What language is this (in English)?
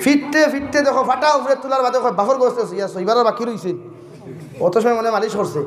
Sylheti